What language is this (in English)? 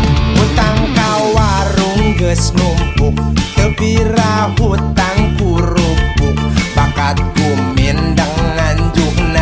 Sundanese